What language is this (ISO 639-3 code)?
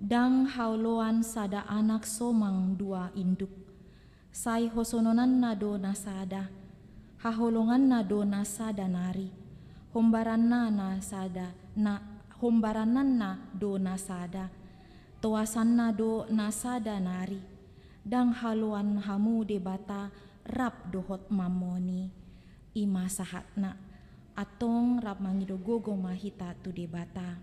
bbc